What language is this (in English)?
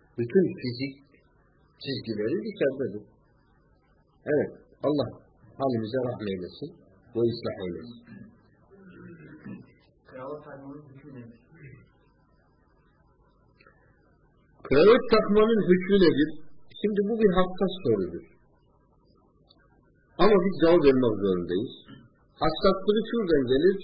Turkish